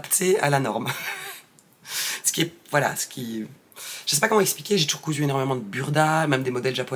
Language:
French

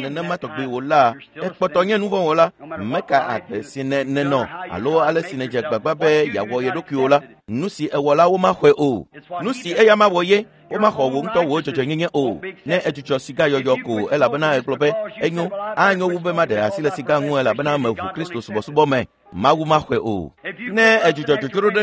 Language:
Ewe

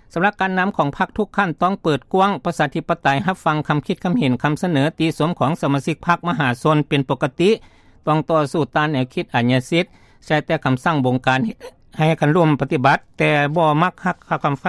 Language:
Lao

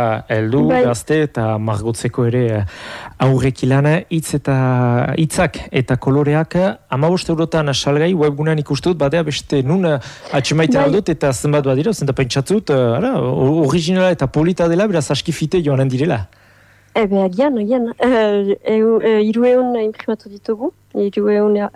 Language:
Basque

